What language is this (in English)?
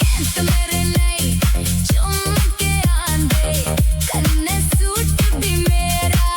Dogri